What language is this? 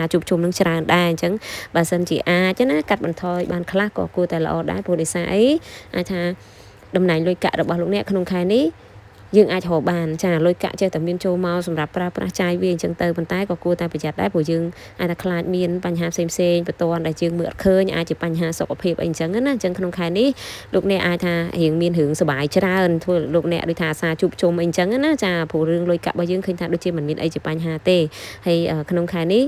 Khmer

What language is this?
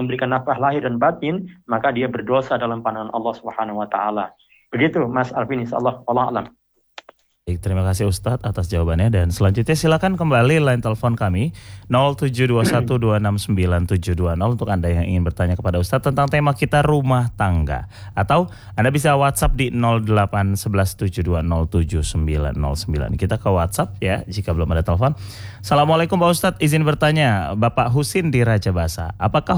Indonesian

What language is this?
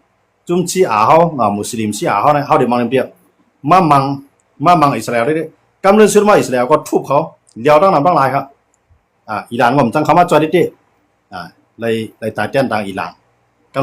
Shan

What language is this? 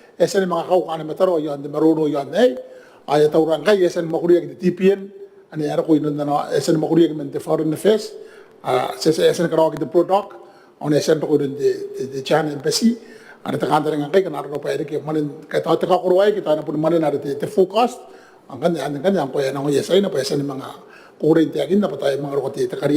Gilbertese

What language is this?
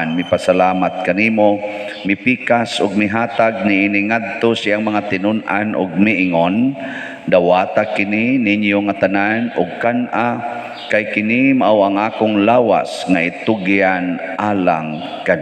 Cebuano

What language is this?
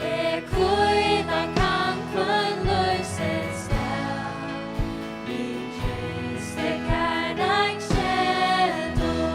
Faroese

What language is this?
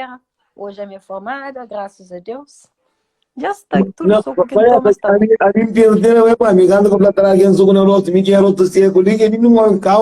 Kabuverdianu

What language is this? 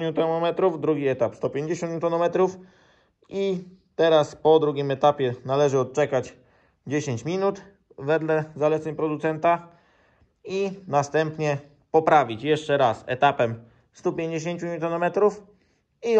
Polish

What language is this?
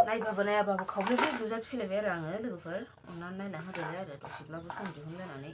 Bodo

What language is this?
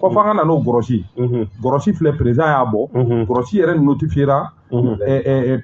Bambara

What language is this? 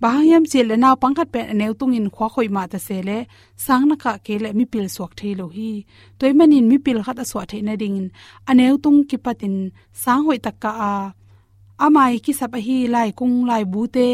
Tedim Chin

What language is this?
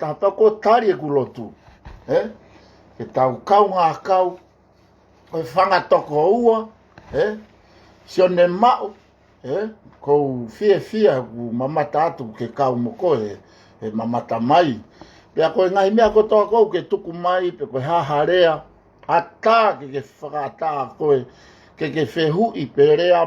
Tongan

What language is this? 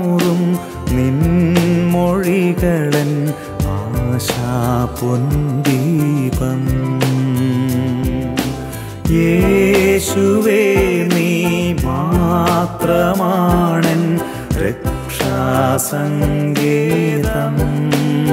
Malayalam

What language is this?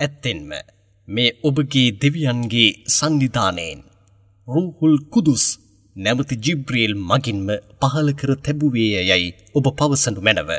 Sinhala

